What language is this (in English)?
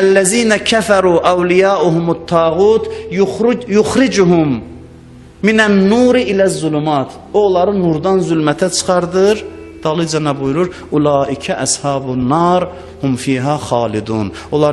Azerbaijani